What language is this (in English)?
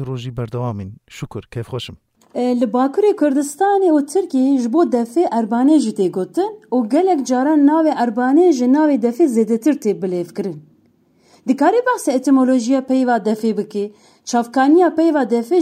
Kurdish